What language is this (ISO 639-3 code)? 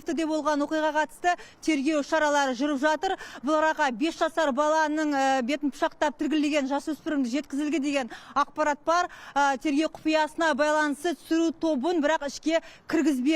kaz